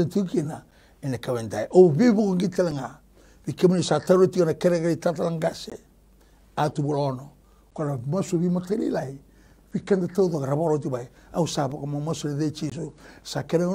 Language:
Fijian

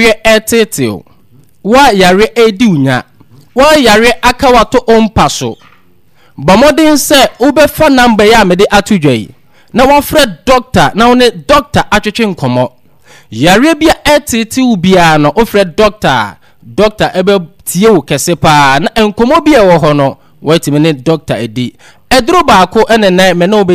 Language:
Akan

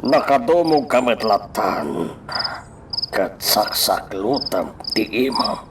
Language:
Iloko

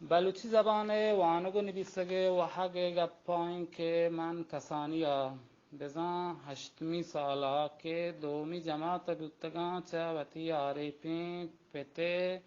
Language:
Baluchi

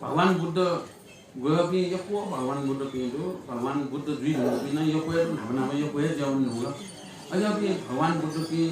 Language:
Newari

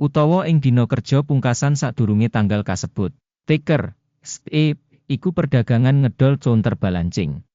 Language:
Javanese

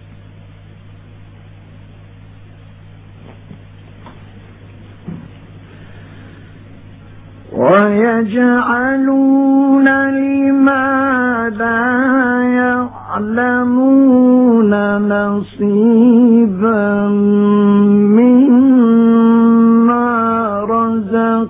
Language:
Arabic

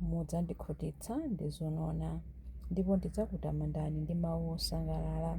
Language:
Nyanja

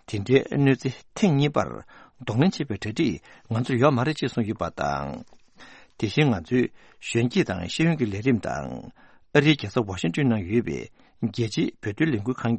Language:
Tibetan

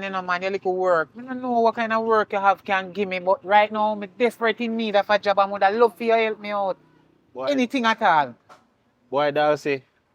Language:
Jamaican Creole English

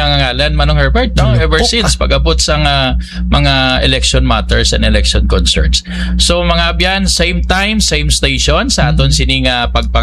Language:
Hiligaynon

